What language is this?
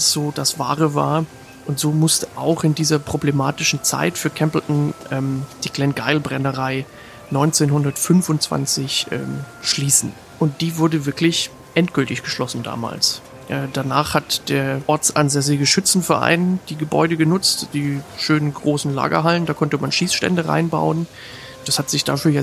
German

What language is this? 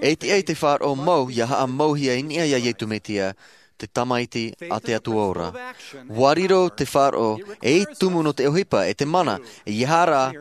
Tahitian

